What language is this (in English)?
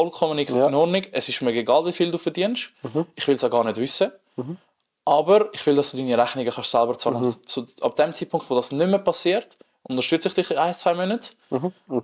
Swiss German